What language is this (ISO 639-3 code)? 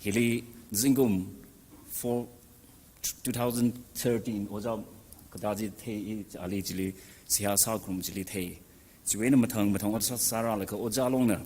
nmf